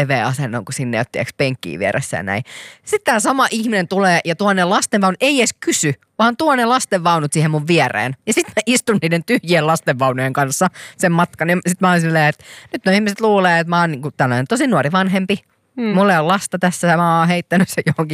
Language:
Finnish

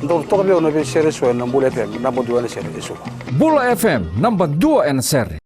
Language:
Fijian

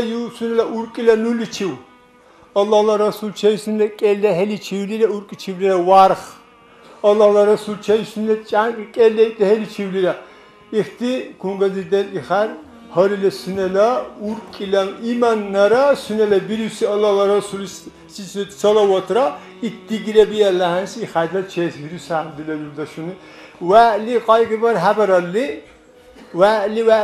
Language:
Dargwa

